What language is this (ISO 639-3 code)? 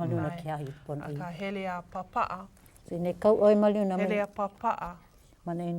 haw